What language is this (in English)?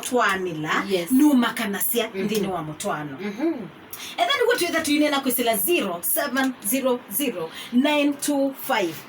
Kamba